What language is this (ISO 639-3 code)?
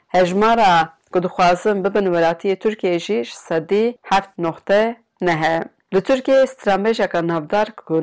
kur